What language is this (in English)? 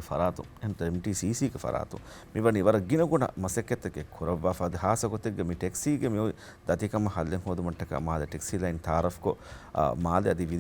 Divehi